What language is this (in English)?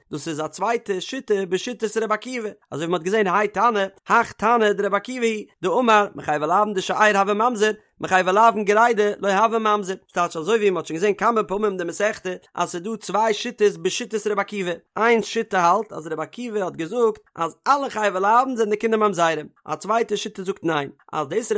Yiddish